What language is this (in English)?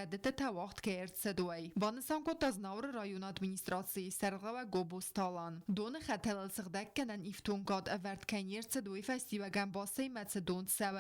Ossetic